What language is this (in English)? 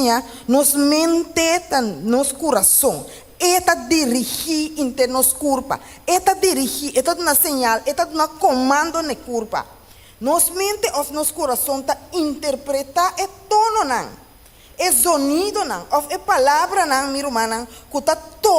Papiamento